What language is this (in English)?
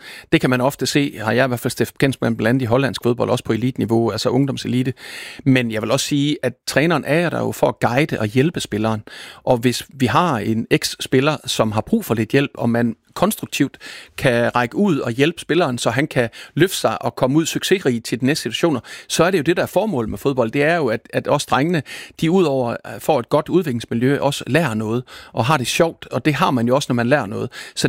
Danish